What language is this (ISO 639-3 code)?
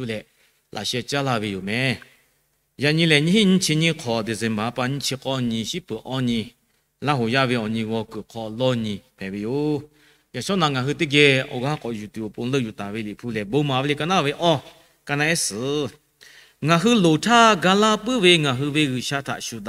lhu